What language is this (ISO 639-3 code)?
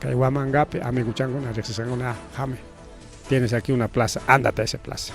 quy